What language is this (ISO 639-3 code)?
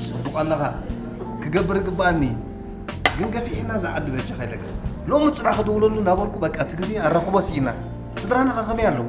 tir